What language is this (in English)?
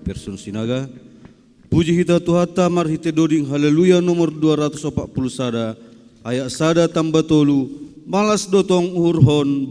Batak Simalungun